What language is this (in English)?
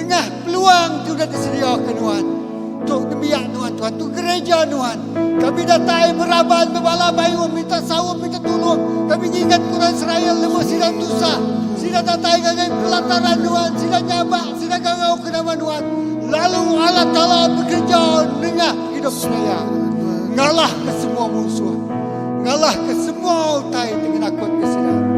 Iban